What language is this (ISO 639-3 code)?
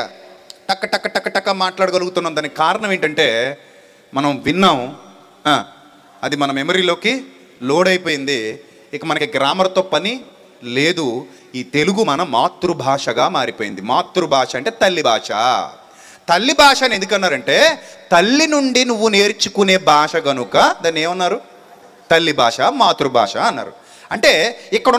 tel